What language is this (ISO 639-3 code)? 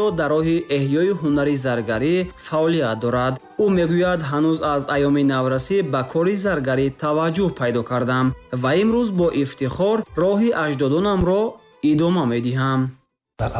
tgk